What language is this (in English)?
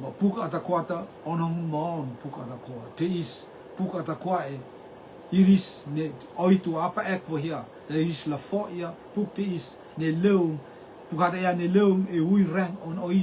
Rotuman